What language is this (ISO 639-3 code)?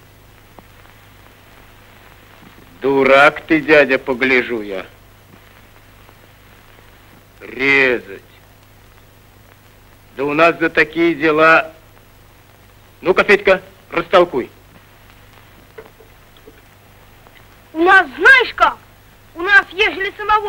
rus